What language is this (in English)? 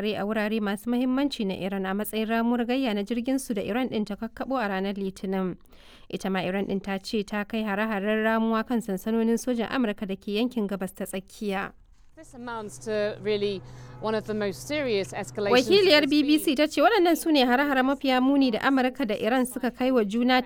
Hausa